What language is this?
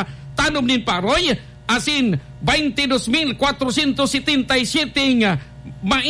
Bikol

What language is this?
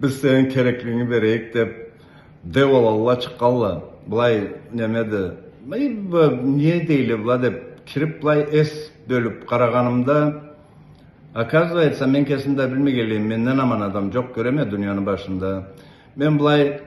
Karachay-Balkar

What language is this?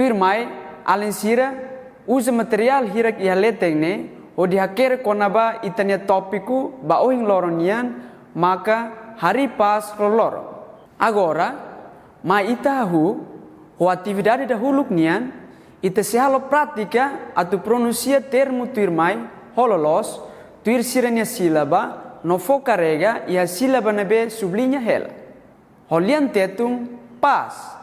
Tetum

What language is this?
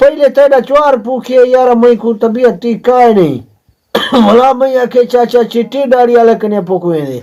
Saraiki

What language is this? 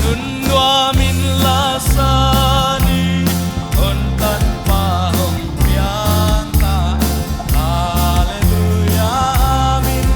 Paite Chin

